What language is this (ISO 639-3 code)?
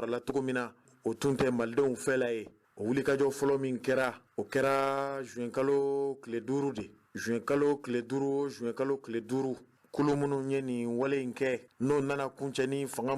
bam